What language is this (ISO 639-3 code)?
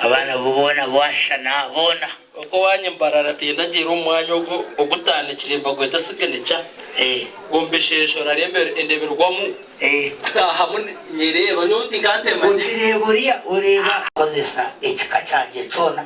nyn